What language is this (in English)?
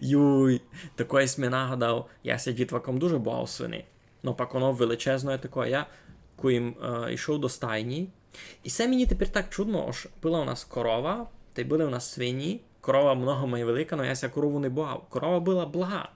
Rusyn